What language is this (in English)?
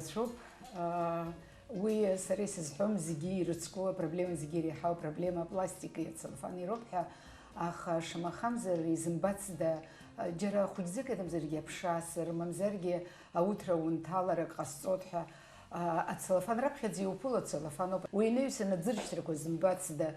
Abkhazian